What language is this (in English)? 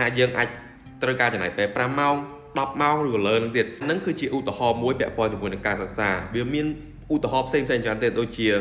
Khmer